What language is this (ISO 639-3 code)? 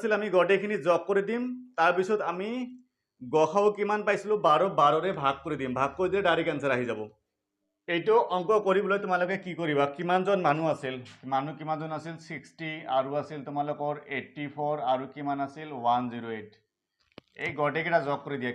asm